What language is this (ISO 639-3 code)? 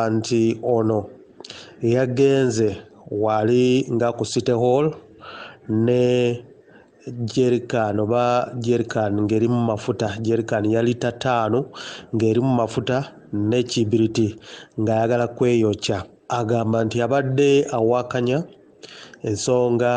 lug